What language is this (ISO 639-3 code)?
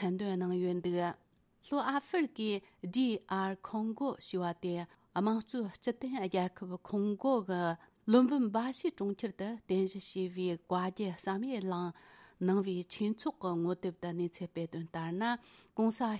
bod